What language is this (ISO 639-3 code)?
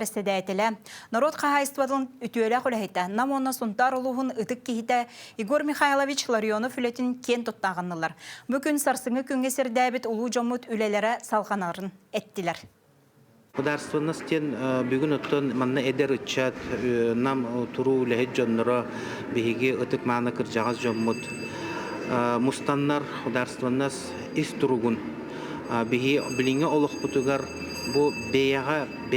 sah